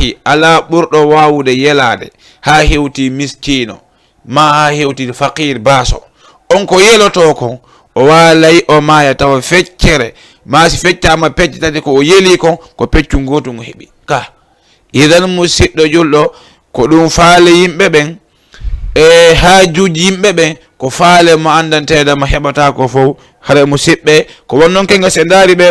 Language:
Fula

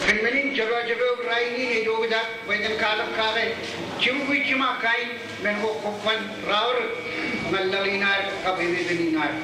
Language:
Marshallese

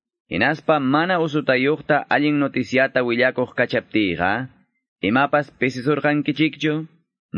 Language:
Quechua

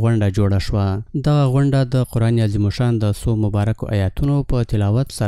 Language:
Pashto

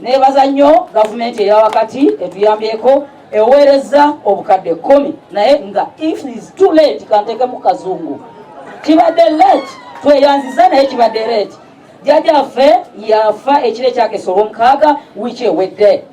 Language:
Ganda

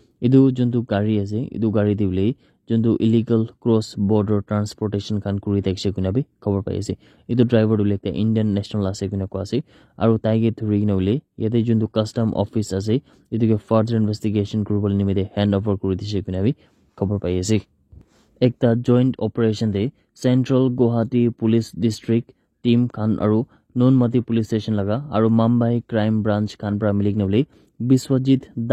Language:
Naga Pidgin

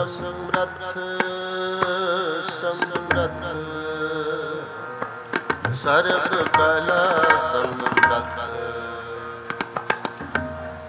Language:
Punjabi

